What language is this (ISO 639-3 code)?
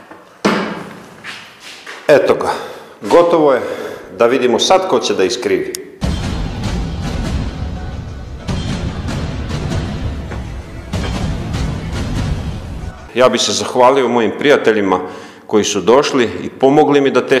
srp